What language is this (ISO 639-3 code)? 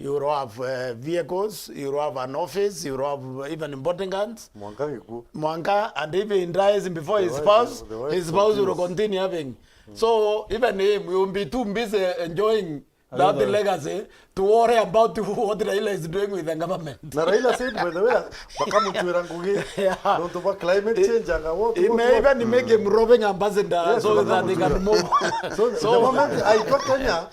mer